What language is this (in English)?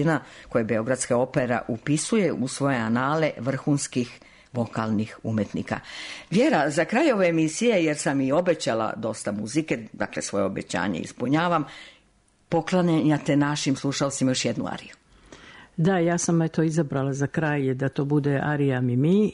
Serbian